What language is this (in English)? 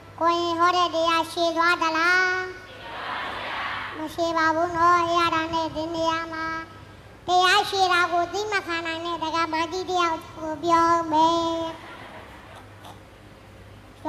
Burmese